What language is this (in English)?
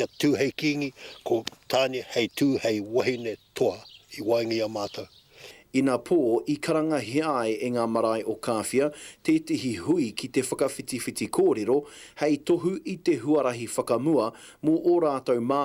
Māori